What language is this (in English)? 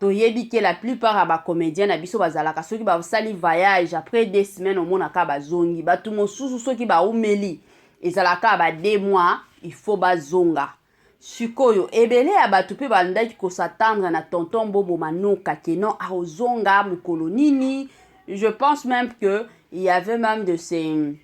Lingala